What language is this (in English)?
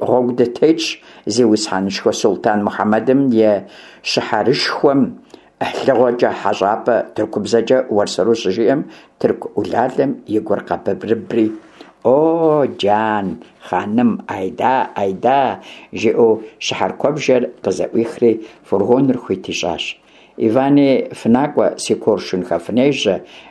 Kabardian